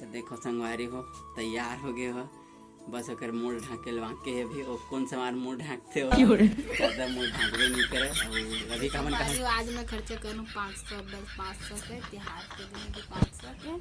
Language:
Chhattisgarhi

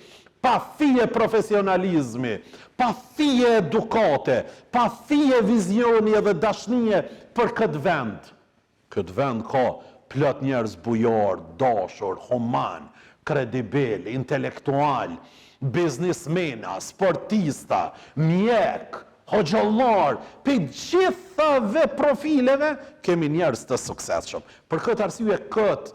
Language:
Albanian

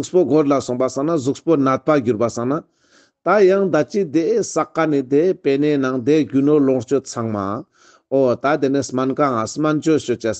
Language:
Ladakhi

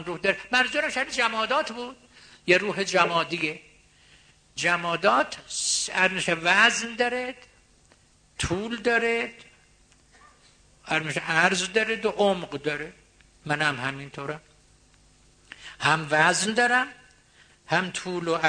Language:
Persian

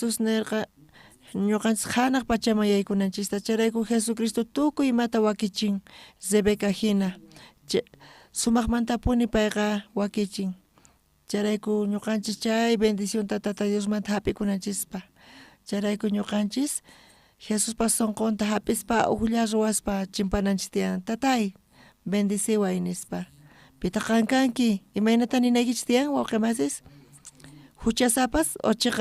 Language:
South Bolivian Quechua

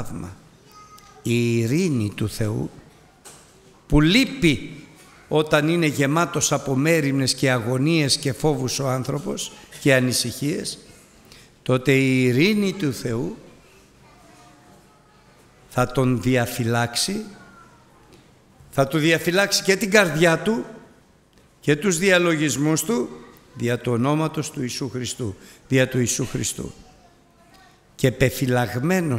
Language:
Greek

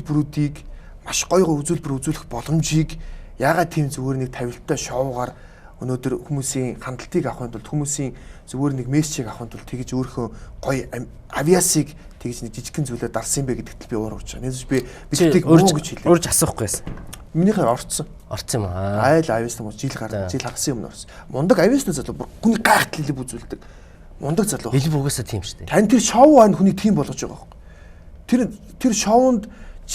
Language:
Mongolian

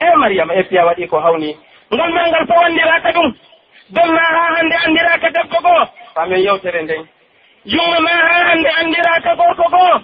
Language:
Pular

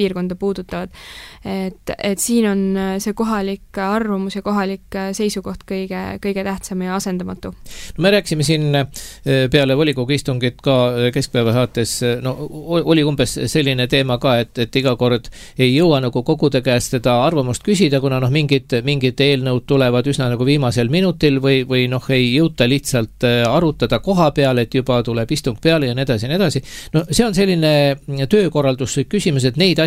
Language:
Estonian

